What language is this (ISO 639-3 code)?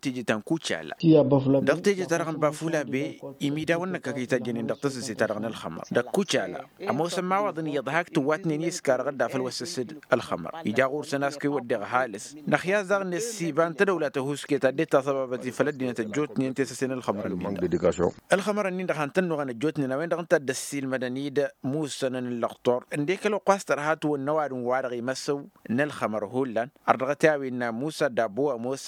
taq